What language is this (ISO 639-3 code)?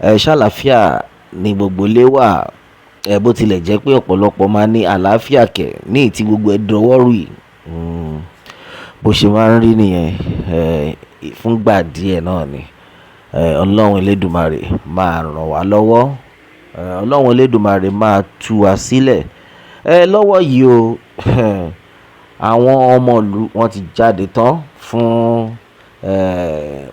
yor